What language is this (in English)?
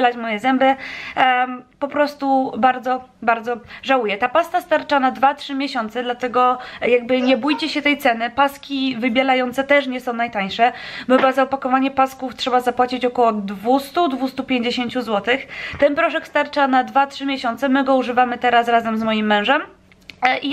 Polish